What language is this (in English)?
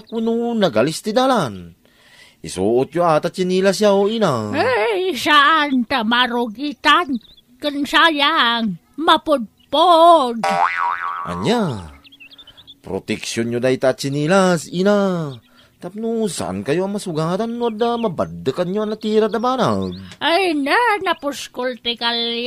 Iloko